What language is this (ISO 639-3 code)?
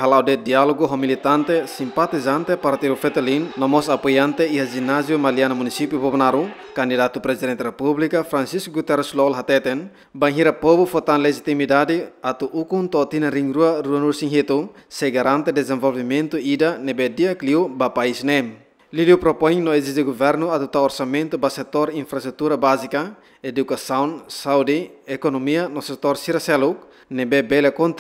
tet